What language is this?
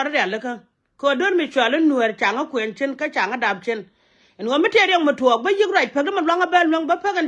Nuer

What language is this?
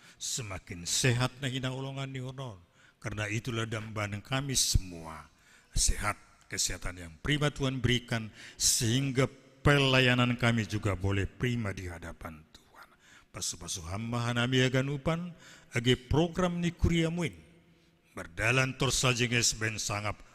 Batak Simalungun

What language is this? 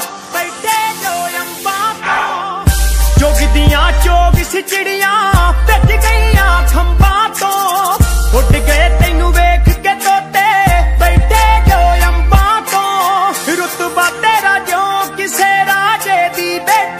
Punjabi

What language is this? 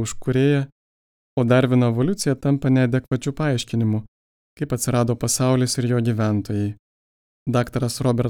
Lithuanian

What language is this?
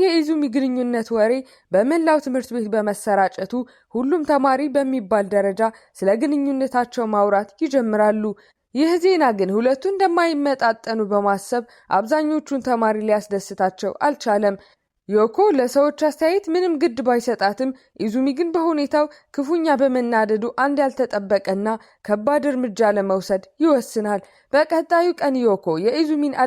Amharic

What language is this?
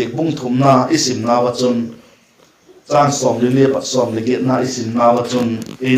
Vaiphei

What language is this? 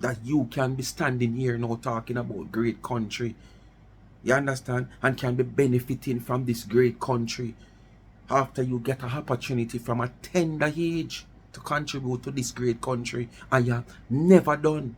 Jamaican Creole English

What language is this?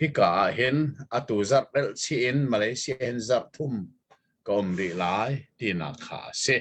Hakha Chin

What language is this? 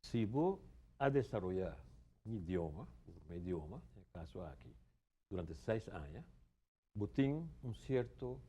Papiamento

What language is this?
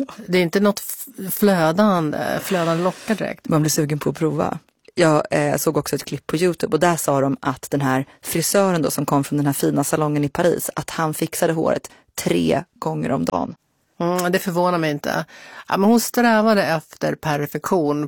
Swedish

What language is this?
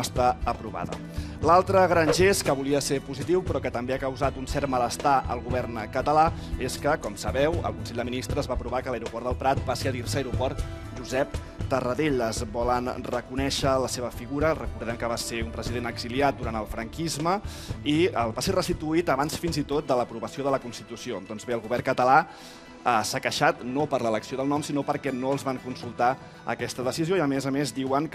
Catalan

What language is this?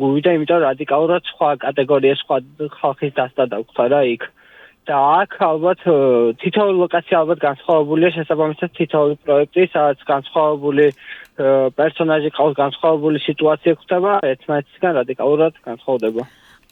Georgian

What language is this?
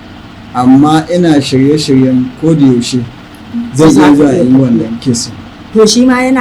Hausa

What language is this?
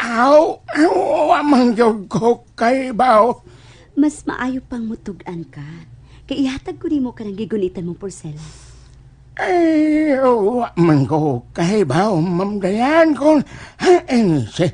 Cebuano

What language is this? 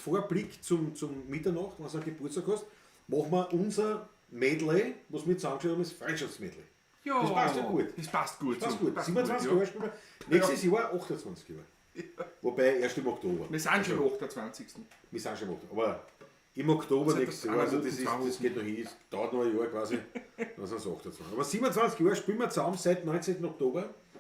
Bavarian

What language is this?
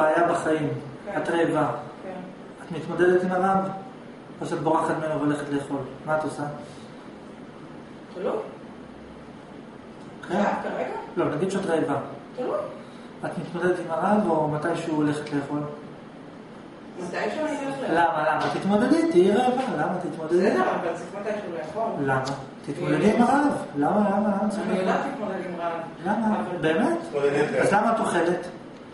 Hebrew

